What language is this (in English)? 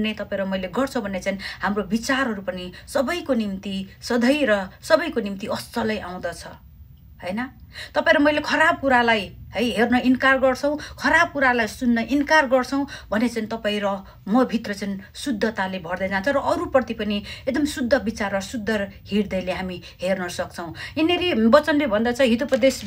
Nepali